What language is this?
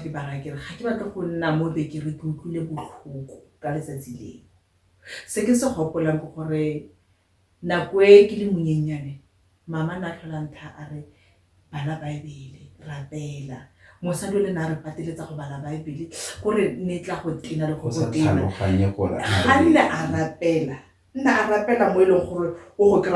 Tswana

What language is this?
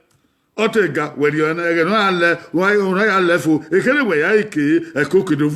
Bini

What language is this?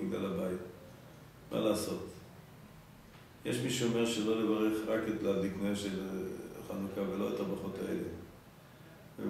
Hebrew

